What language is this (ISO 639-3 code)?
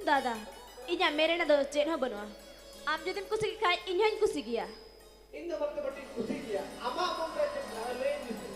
sat